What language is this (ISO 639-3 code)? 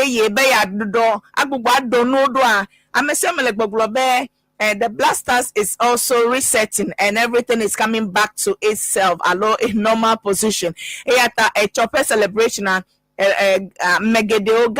ewe